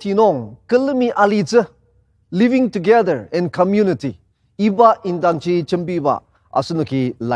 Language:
Ao Naga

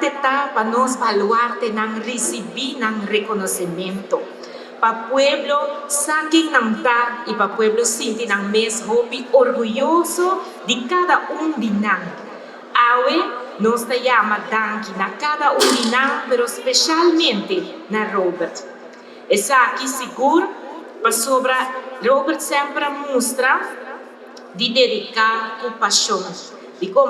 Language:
Papiamento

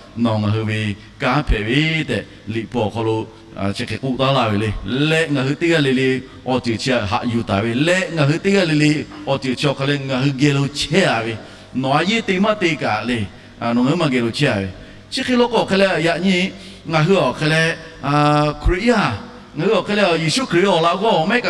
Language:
Lahu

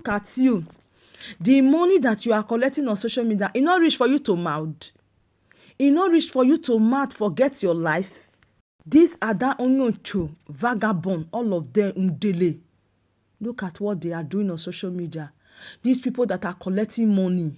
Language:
Nigerian Pidgin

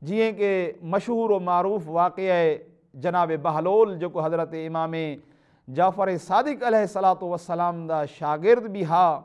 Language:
Saraiki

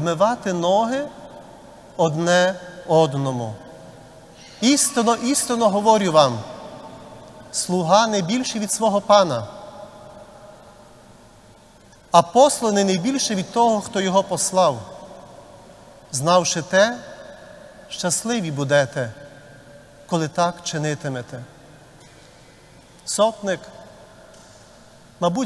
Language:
Ukrainian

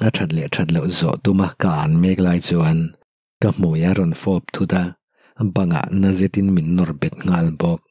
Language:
Mizo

